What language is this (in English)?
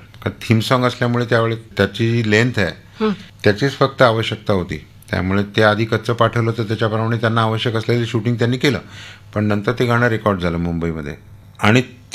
Marathi